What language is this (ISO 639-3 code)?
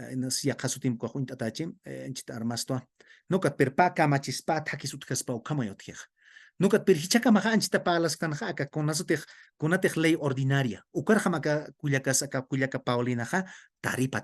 aym